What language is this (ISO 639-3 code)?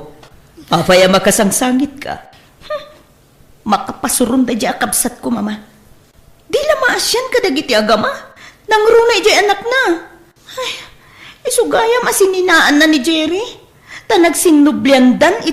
ilo